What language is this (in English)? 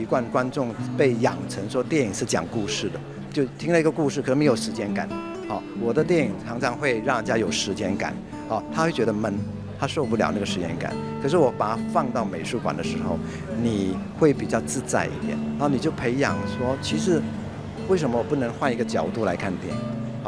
Chinese